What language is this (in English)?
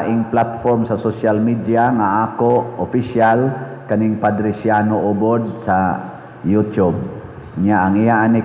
Cebuano